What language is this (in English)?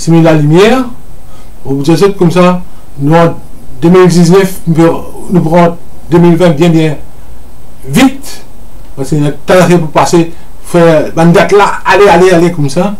Morisyen